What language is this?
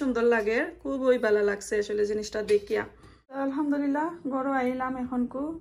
Sylheti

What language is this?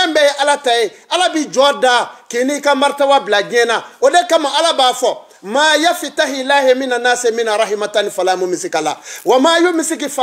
Bambara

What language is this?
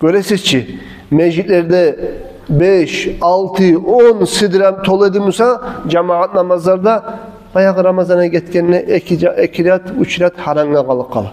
Kumyk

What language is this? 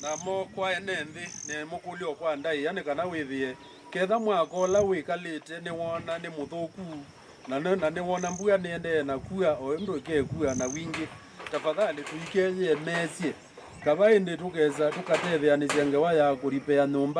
Kamba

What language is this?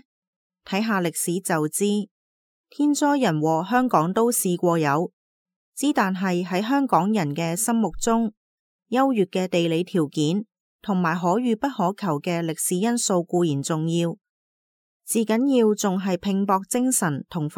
Cantonese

